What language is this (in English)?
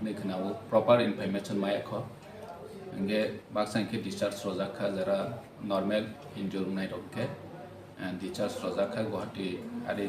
Kok Borok